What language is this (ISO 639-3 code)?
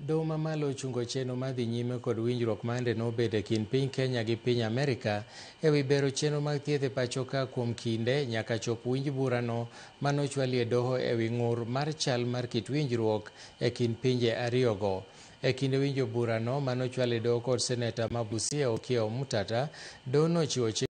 luo